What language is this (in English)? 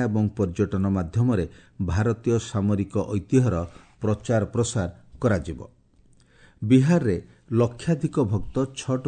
Odia